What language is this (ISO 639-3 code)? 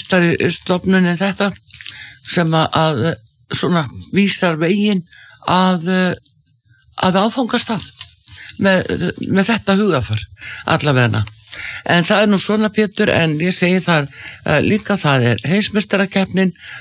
isl